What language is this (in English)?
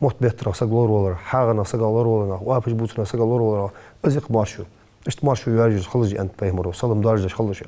Ingush